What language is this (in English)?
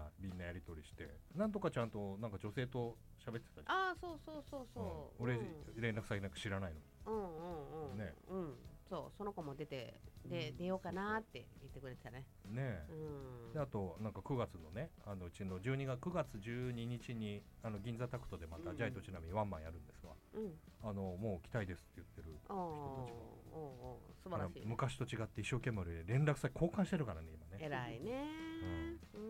Japanese